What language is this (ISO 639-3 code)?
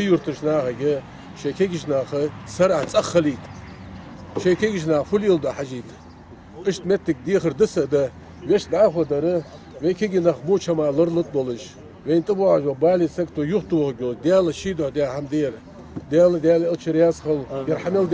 inh